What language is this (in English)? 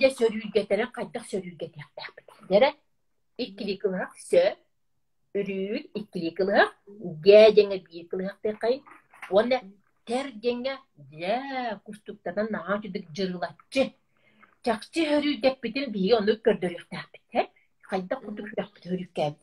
Yakut